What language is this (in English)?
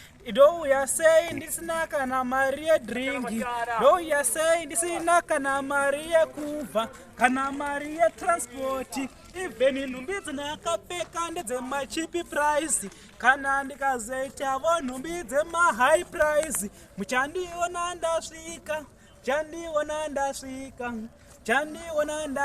Shona